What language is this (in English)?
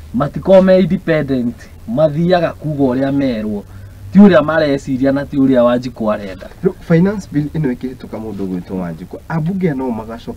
Kikuyu